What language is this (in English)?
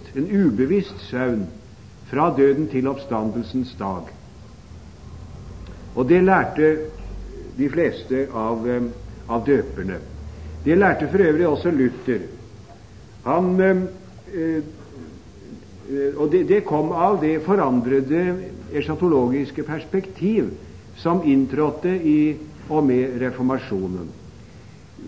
Norwegian